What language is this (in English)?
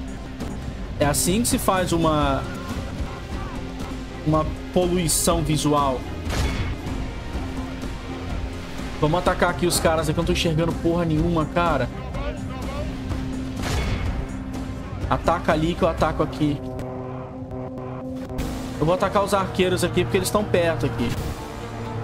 Portuguese